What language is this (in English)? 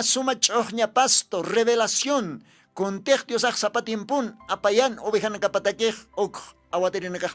Aymara